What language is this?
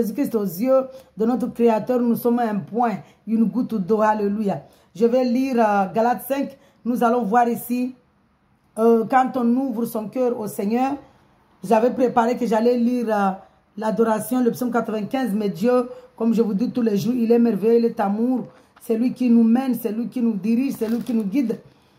French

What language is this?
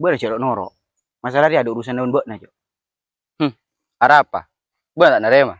Madurese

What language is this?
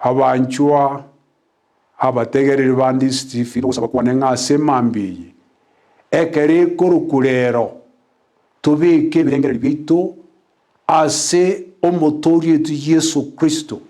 Gusii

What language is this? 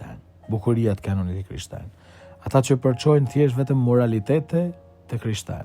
Albanian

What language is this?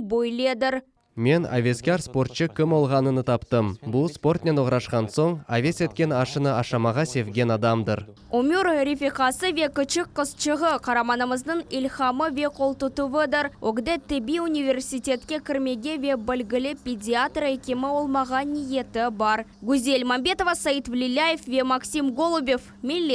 Crimean Tatar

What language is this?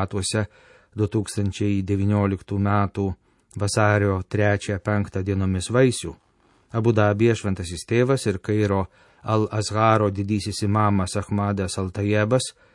Lithuanian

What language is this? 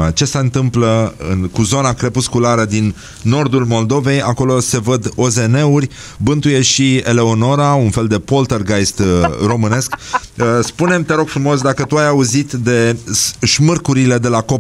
Romanian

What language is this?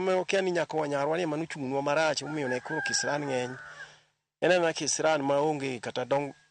Luo (Kenya and Tanzania)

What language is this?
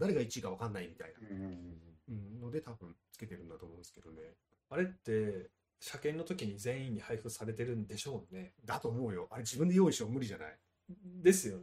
Japanese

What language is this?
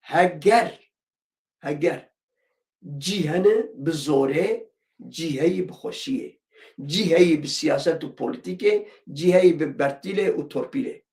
Kurdish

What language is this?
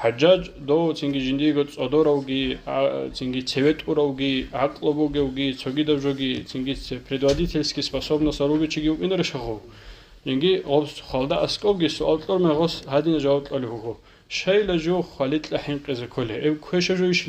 Avaric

